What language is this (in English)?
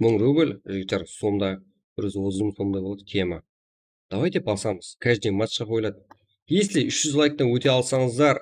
Kara-Kalpak